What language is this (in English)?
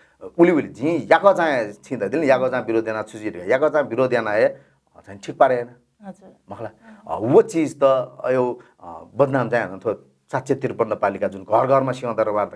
Newari